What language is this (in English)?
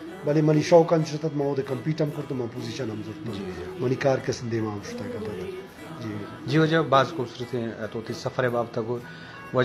Eastern Balochi